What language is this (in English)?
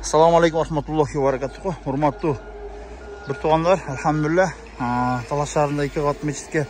Kyrgyz